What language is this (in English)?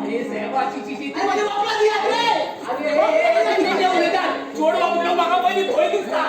Konkani